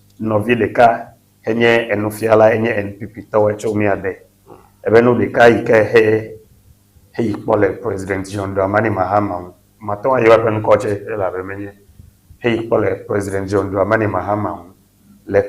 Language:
Ewe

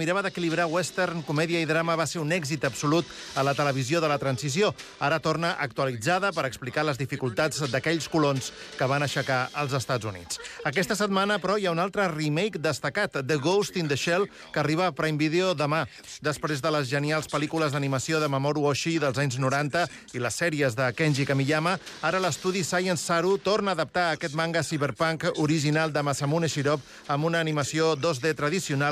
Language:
Catalan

